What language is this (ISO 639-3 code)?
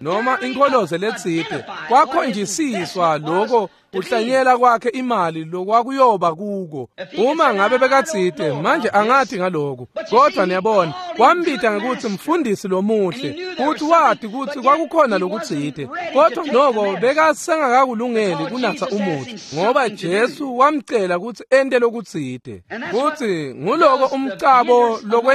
ssw